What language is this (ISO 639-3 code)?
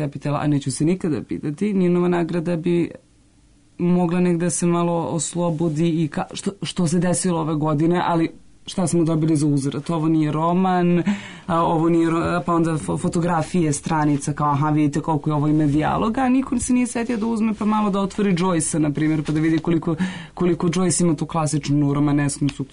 srp